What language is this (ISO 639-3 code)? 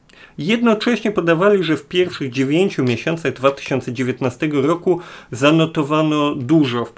pol